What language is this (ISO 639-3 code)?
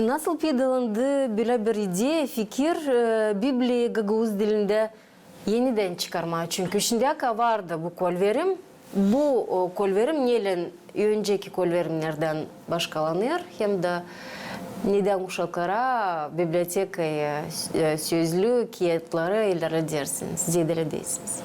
gag